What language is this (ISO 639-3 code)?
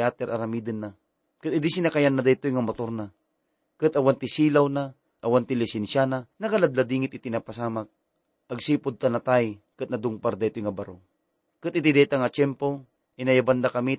ilo